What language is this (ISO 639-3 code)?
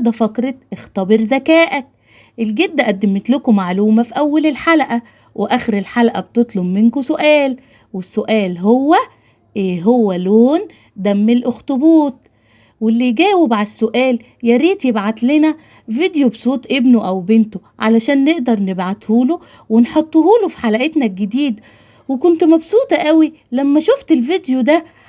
arz